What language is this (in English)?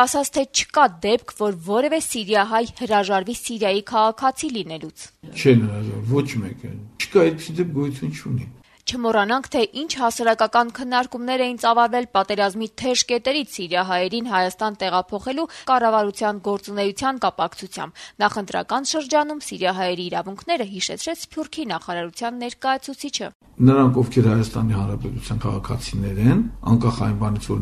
Armenian